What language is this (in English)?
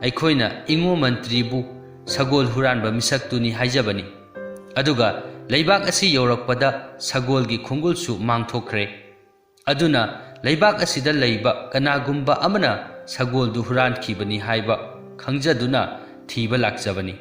Manipuri